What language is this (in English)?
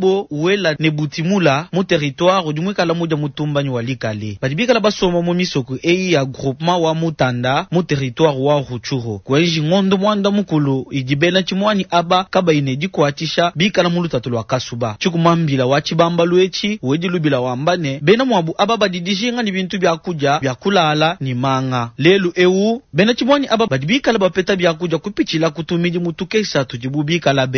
Luba-Lulua